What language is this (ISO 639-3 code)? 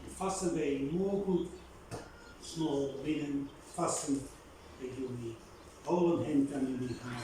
bis